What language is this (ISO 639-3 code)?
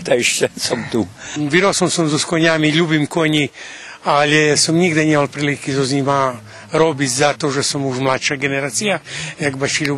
rue